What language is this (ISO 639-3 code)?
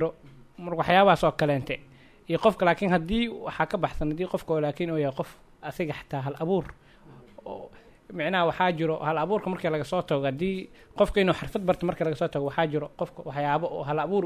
som